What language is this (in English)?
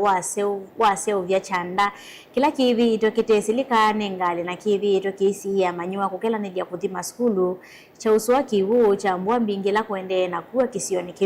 Kamba